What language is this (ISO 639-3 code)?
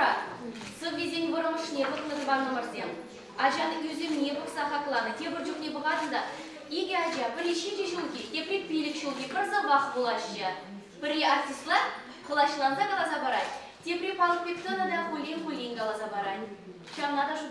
chv